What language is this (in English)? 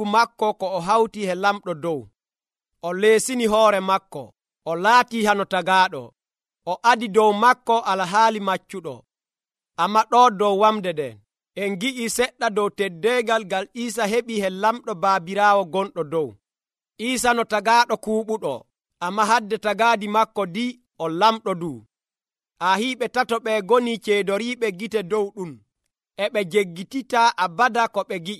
Nigerian Fulfulde